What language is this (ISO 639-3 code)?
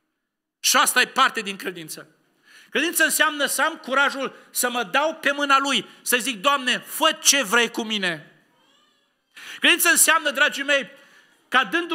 ron